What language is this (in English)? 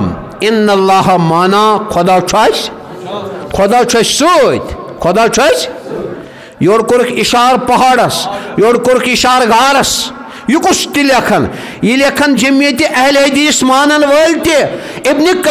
Kashmiri